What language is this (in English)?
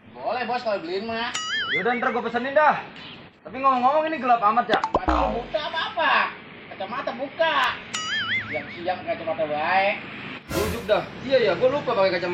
Betawi